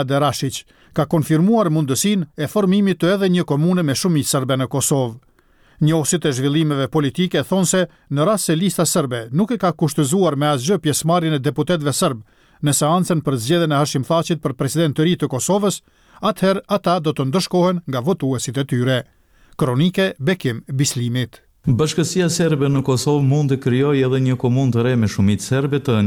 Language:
Albanian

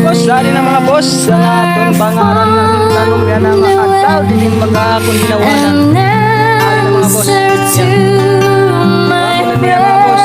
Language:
Waray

